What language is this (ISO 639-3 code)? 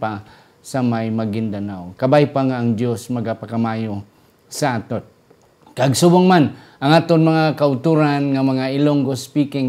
hil